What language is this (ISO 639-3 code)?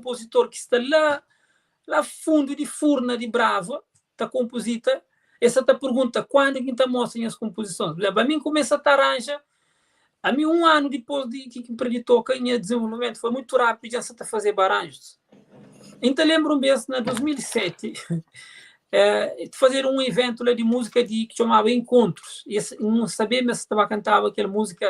kea